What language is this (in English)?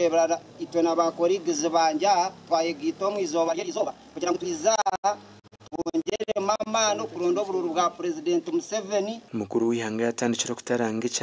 Nyankole